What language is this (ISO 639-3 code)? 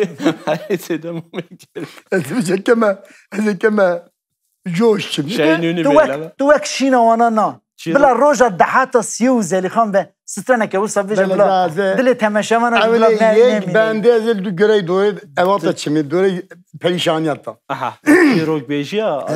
kur